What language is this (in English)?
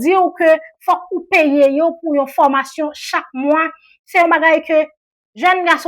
Haitian Creole